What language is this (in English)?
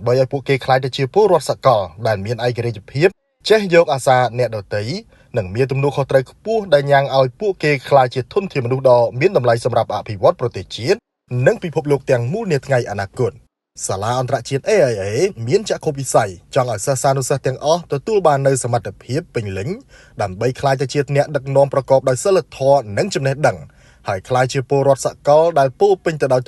Khmer